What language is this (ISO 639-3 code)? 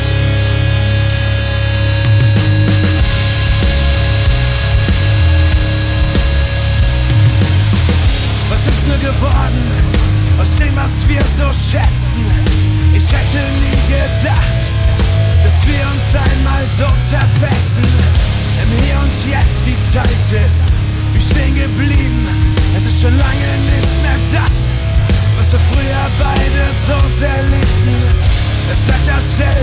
deu